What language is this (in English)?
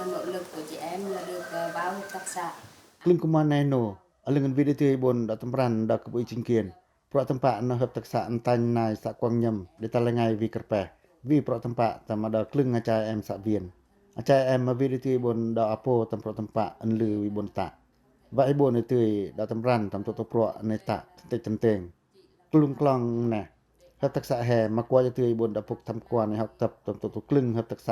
Pacoh